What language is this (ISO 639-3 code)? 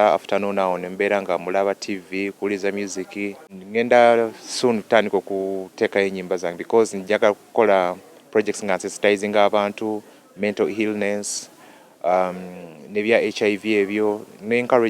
lug